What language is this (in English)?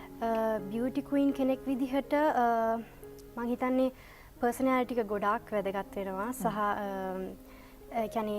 Sinhala